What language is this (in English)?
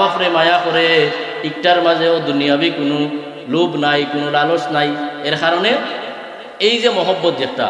Sylheti